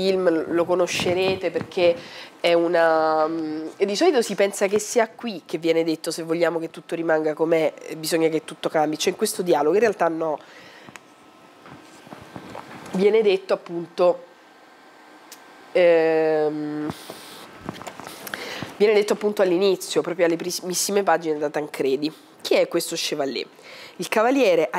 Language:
Italian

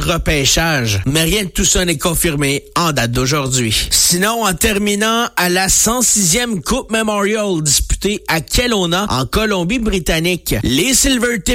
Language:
French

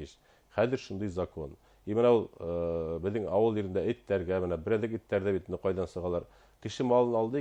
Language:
Bashkir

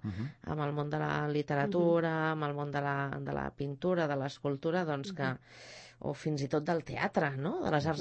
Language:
Catalan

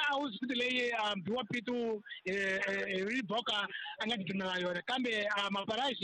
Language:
Tsonga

